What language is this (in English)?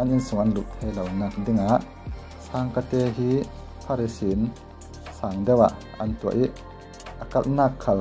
Falam Chin